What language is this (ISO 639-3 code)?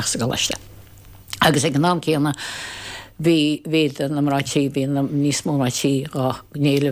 gle